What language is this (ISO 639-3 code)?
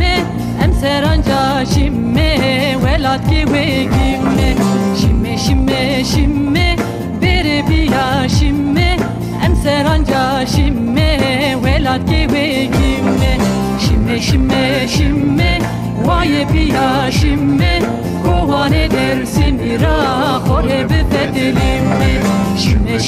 zza